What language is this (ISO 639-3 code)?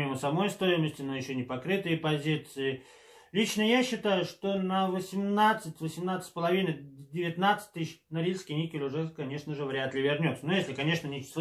rus